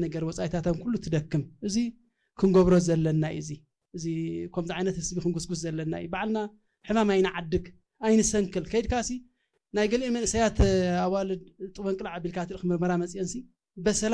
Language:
Tigrinya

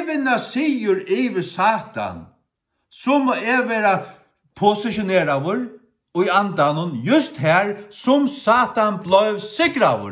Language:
Faroese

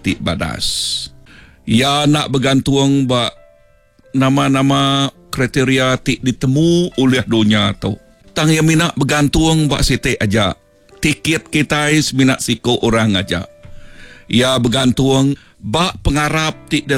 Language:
Iban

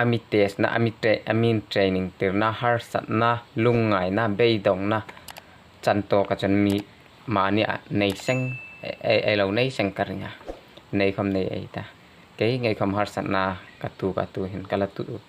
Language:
Hmar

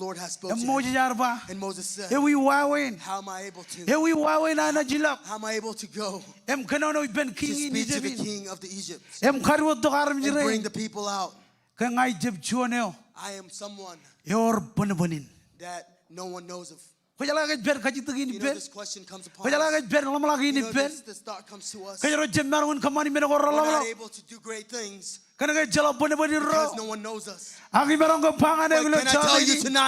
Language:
Marshallese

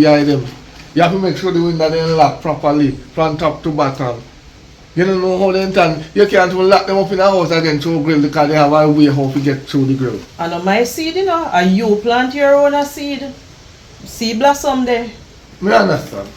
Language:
Jamaican Creole English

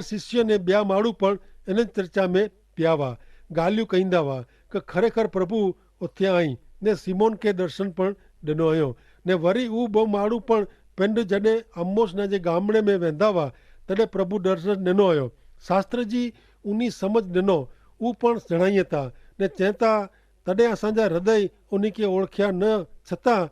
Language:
Kachhi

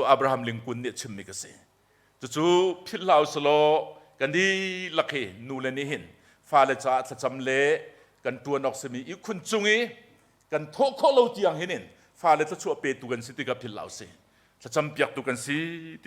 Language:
Hakha Chin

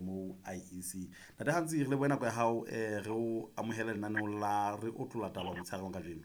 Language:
Southern Sotho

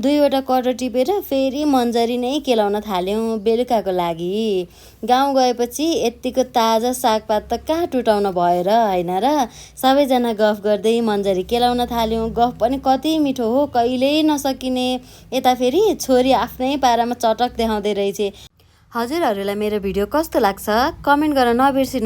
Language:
Nepali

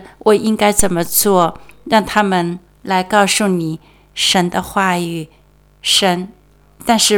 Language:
Chinese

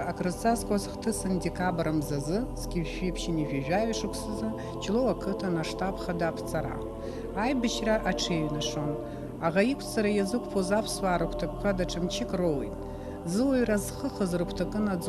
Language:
Abkhazian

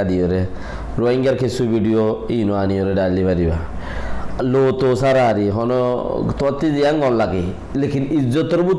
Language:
Rohingya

